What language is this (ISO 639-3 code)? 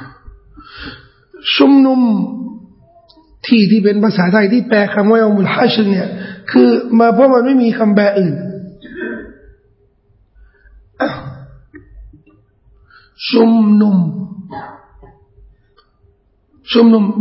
tha